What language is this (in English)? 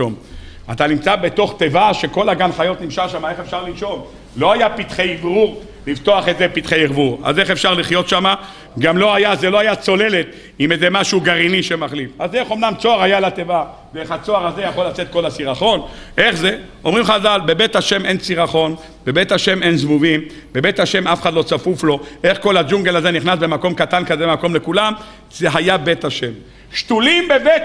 Hebrew